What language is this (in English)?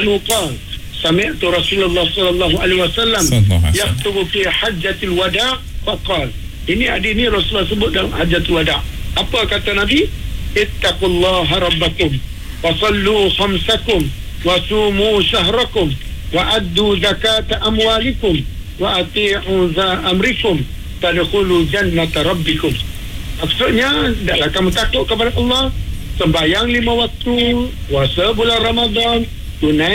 Malay